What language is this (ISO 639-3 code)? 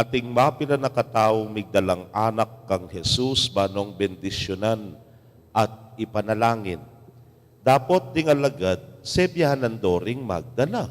pam